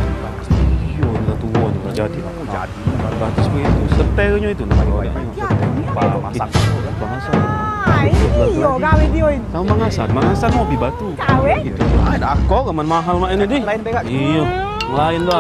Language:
Musi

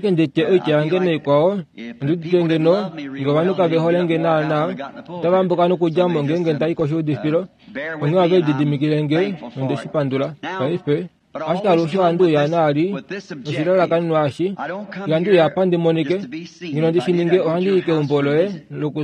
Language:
Kuanyama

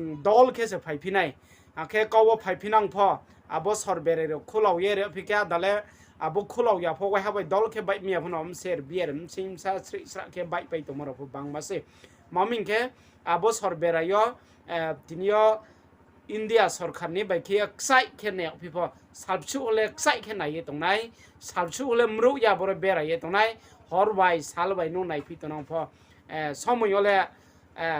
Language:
Riang (India)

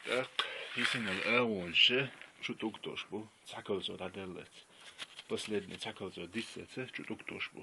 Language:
Chechen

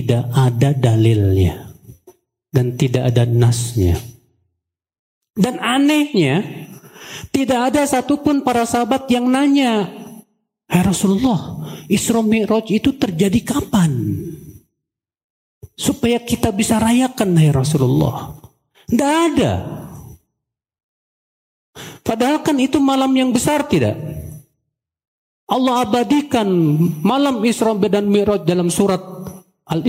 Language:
Indonesian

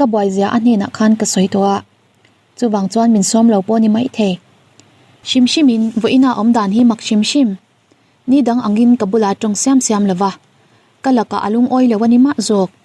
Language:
Mizo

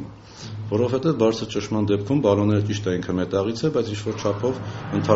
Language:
Armenian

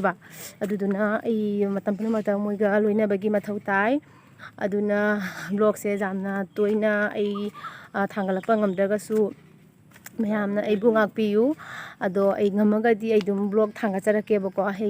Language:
Manipuri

